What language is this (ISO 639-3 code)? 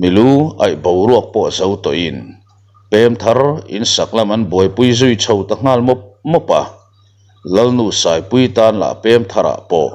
lus